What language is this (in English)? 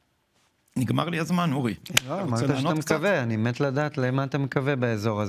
Hebrew